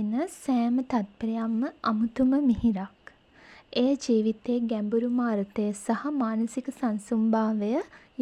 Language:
Sinhala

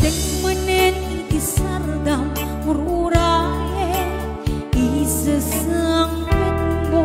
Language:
Iloko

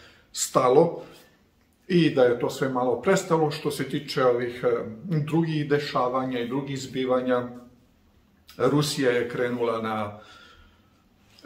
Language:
Serbian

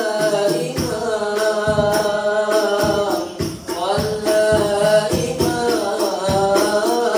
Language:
Malay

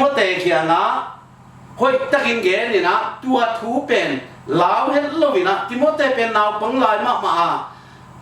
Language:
Tedim Chin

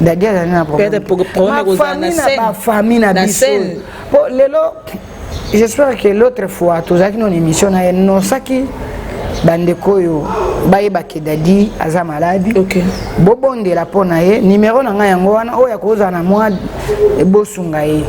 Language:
Lingala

